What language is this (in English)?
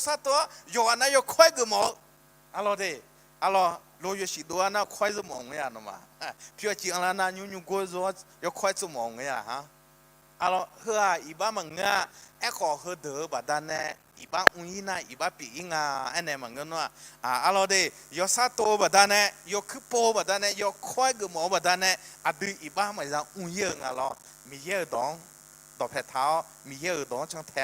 Akha